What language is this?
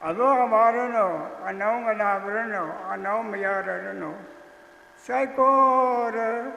Tangkhul Naga (India)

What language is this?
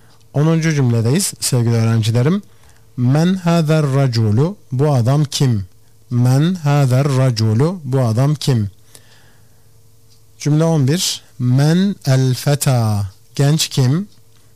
Turkish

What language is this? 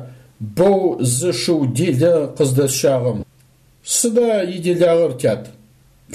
Adyghe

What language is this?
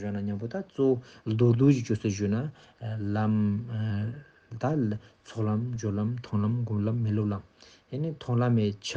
Ladakhi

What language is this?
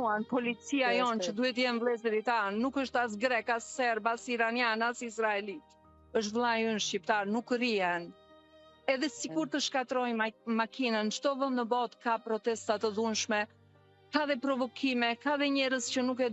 Albanian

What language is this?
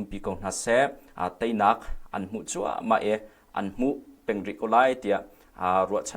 Hakha Chin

